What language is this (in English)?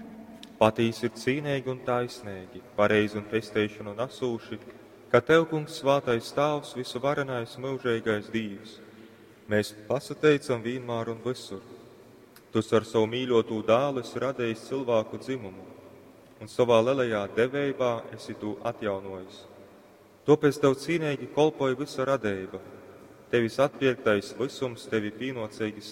Latgalian